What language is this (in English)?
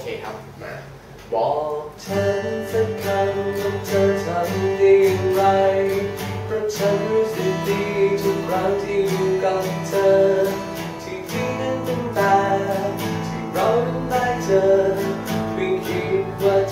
Thai